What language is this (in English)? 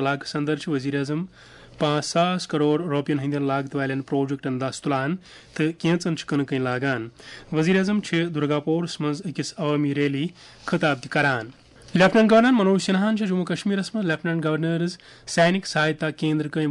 Kashmiri